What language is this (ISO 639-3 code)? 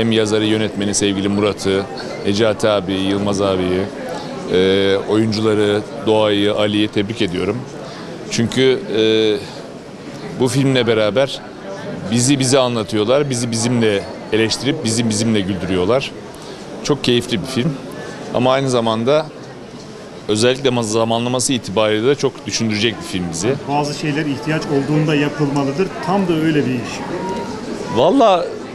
tur